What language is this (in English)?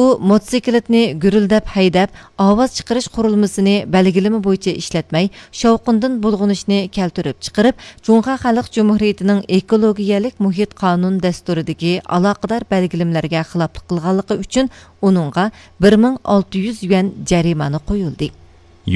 Uyghur